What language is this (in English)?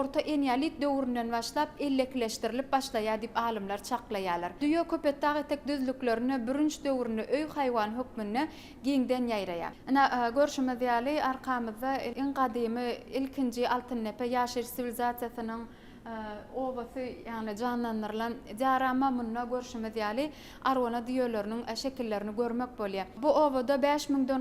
Turkmen